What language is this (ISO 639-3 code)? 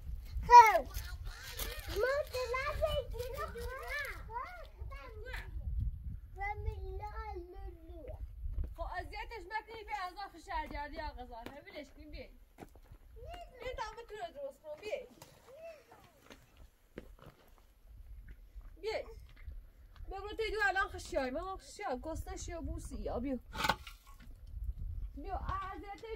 fas